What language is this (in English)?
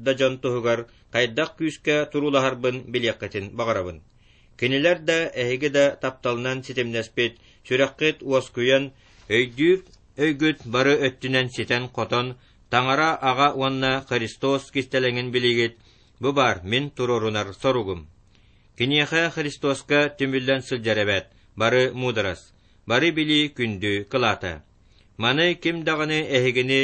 Yakut